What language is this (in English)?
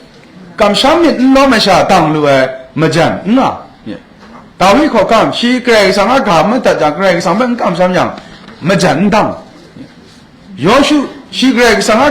Kachin